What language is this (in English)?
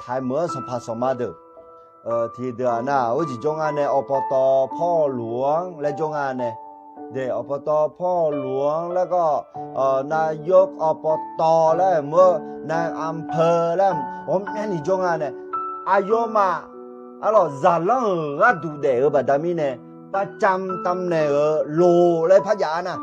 Akha